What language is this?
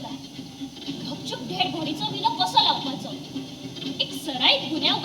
Konkani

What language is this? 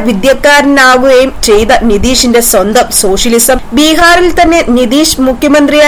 Malayalam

